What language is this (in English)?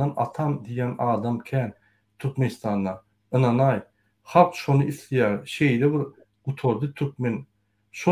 Turkmen